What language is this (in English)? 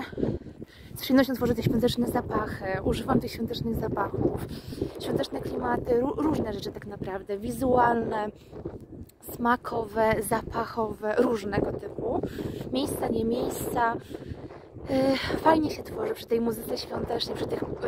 Polish